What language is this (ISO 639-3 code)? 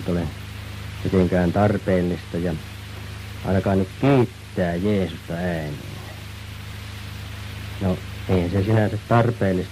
fin